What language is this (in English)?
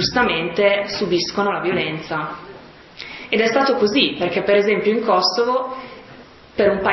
Italian